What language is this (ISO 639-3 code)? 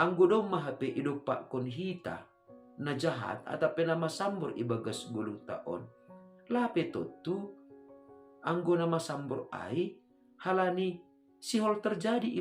bts